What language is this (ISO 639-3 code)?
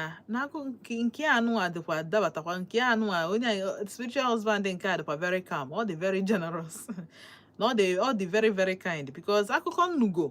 ibo